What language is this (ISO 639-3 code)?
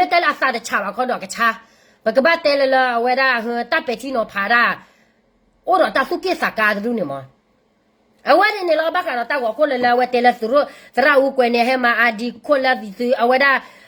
ksw